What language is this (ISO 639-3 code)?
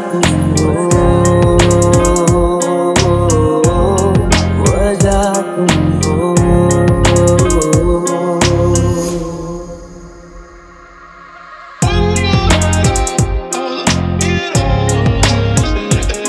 hin